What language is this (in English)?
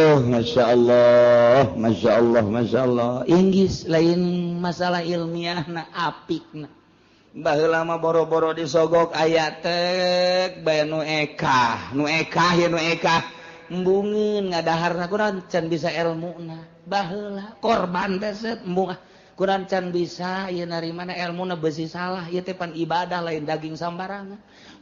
Sundanese